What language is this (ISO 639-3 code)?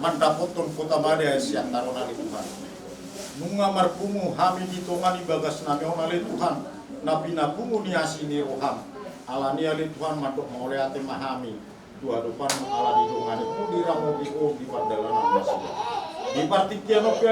bbc